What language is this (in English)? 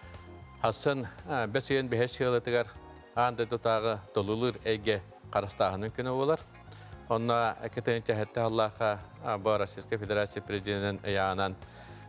Yakut